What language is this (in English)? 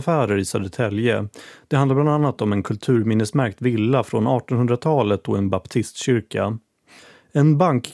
Swedish